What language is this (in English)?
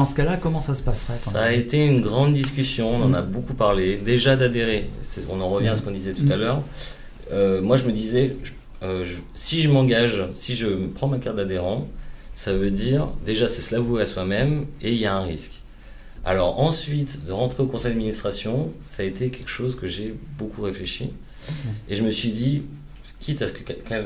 French